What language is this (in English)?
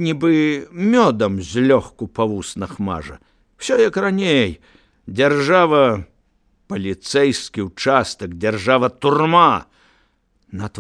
Belarusian